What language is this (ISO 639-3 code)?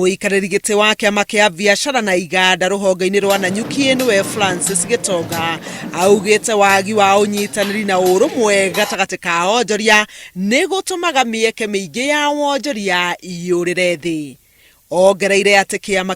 kik